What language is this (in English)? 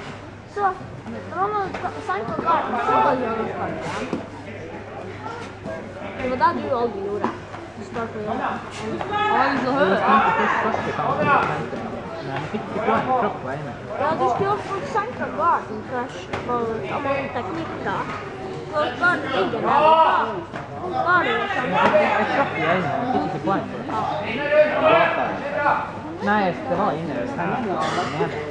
Norwegian